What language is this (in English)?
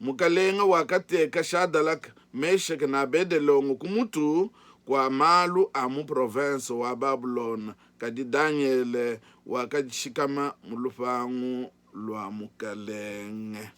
Luba-Lulua